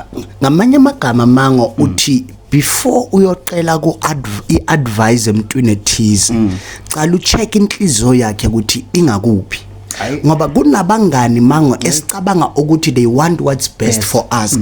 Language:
Zulu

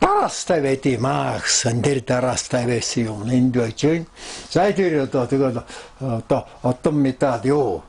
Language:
Mongolian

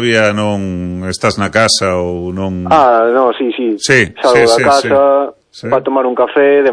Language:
Galician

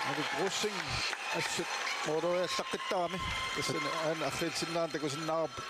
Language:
Kalaallisut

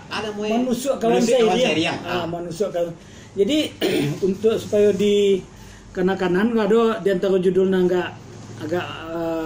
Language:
Minangkabau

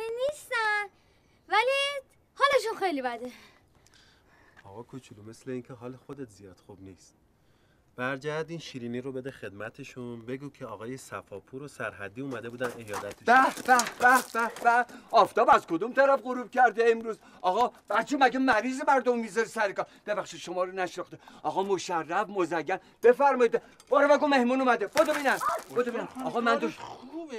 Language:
Persian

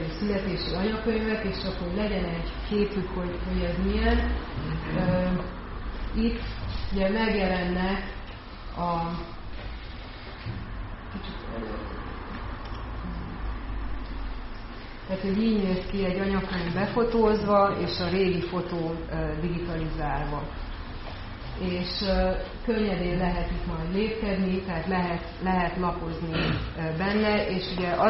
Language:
Hungarian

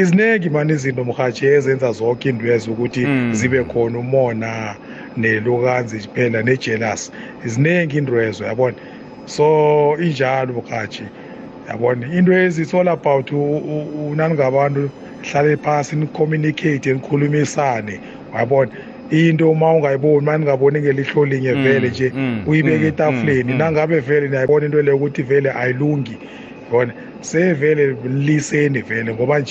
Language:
South Ndebele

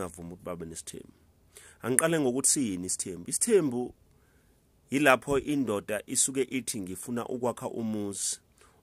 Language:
Zulu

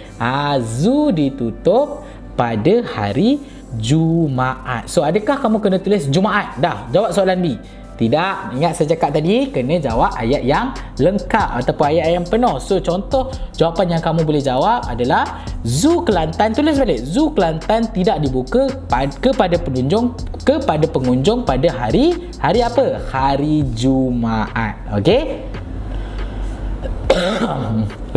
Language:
Malay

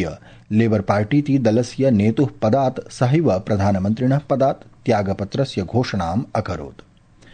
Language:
Sanskrit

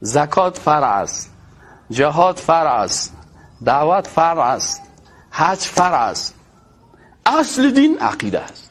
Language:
Persian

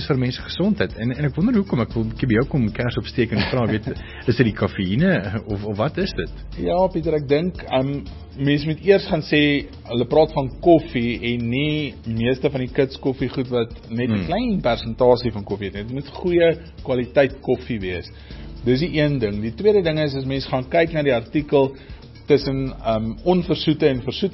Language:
Afrikaans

